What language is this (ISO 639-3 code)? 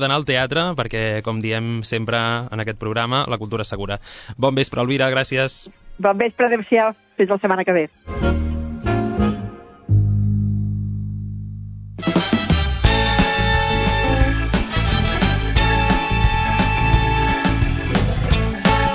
cat